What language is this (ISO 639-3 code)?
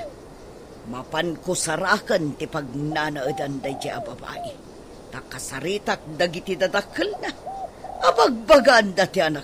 ilo